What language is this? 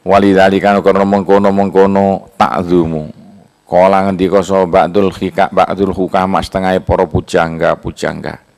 Javanese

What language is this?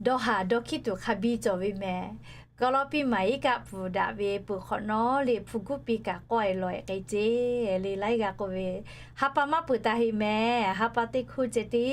Lahu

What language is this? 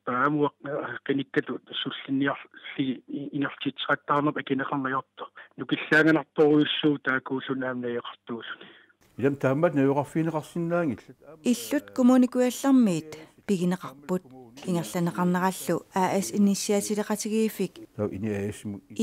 Kalaallisut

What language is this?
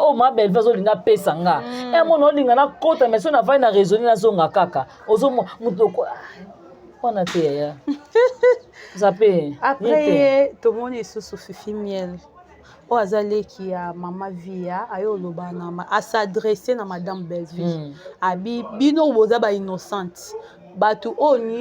Lingala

